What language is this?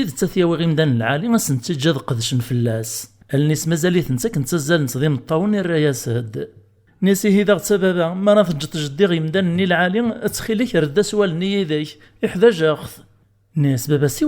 Kabyle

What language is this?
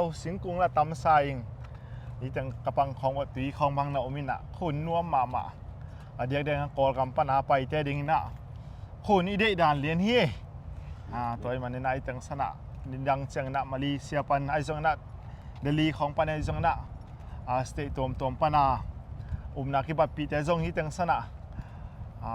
Tedim Chin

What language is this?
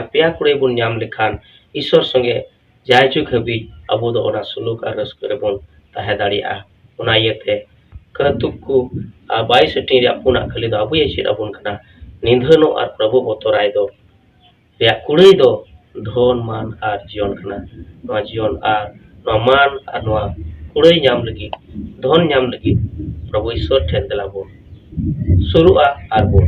Santali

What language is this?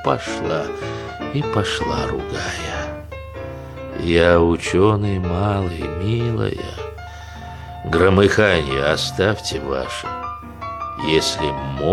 Russian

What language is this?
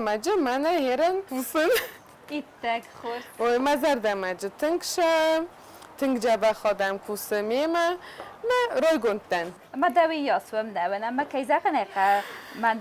Ossetic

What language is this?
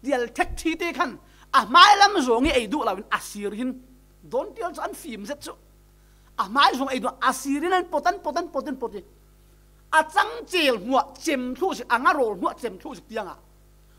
Falam Chin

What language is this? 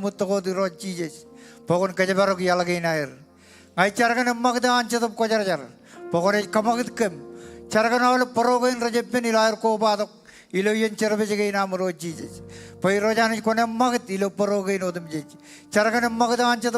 Marshallese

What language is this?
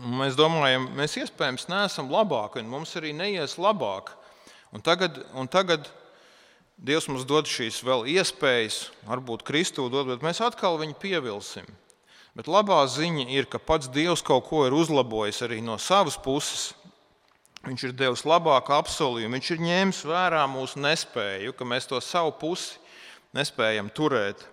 Latvian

